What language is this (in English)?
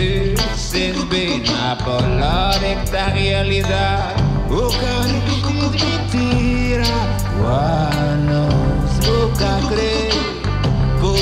Portuguese